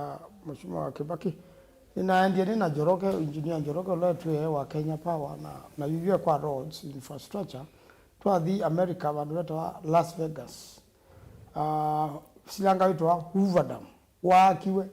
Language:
Kamba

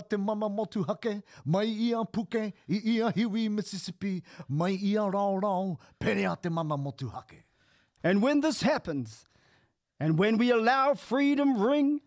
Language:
Māori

